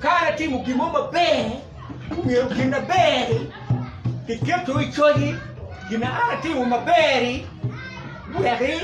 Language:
Acoli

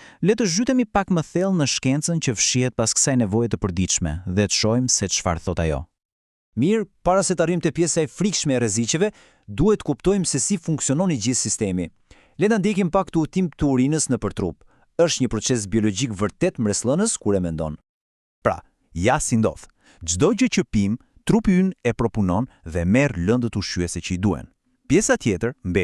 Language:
Albanian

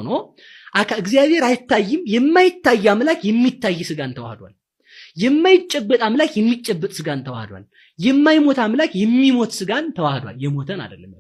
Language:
Amharic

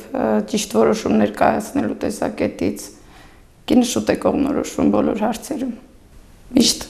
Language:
Armenian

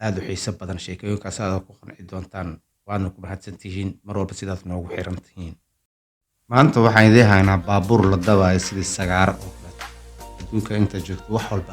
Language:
Somali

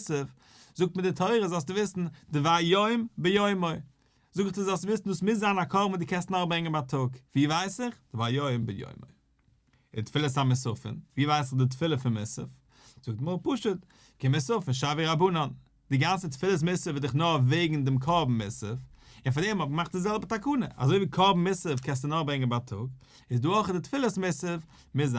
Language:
Yiddish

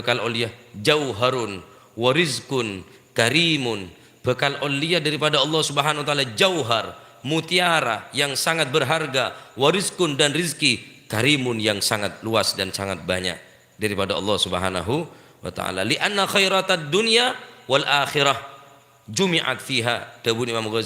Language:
Madurese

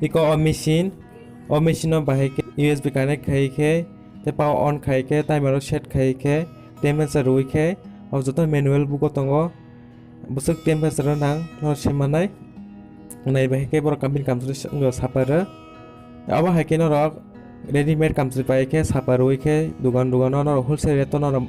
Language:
Kok Borok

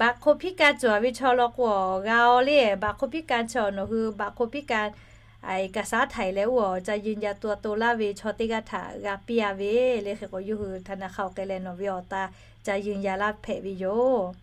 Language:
Lahu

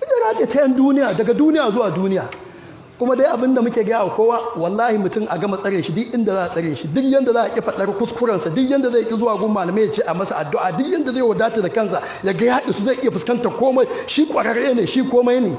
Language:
Hausa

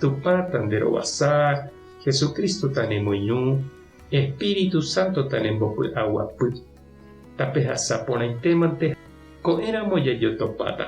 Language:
Guarani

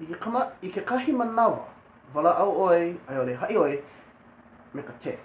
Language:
Hawaiian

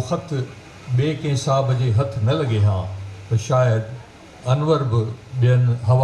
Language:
Sindhi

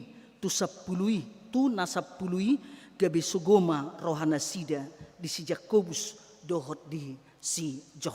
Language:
Batak Toba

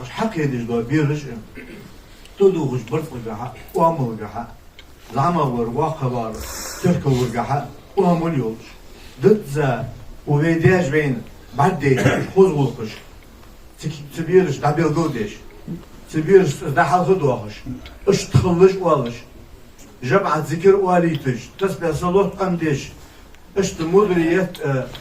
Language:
Ingush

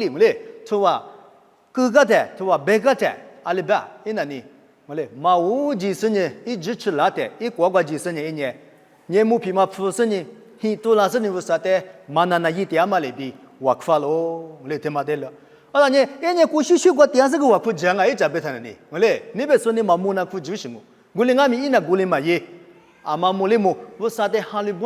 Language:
Lisu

